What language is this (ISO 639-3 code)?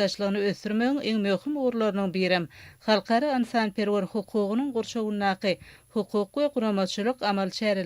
tuk